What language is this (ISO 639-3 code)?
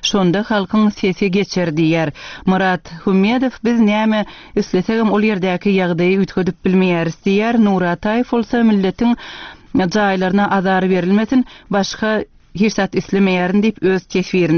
tuk